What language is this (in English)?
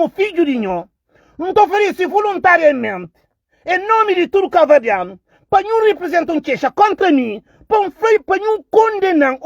Kabuverdianu